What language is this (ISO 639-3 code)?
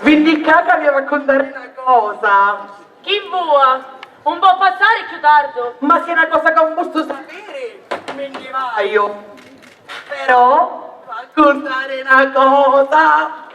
scn